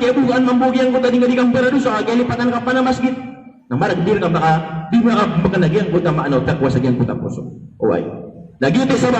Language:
Maranao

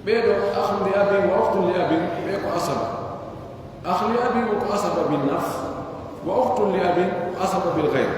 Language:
Pular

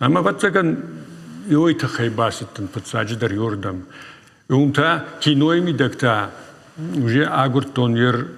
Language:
Ossetic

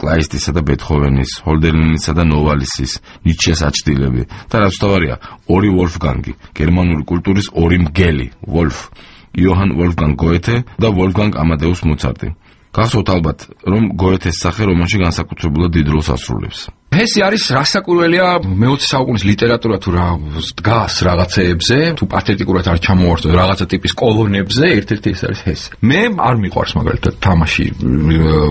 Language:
Georgian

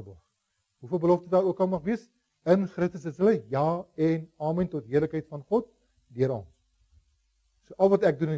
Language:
Afrikaans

